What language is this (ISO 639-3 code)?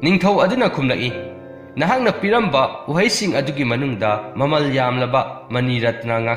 mni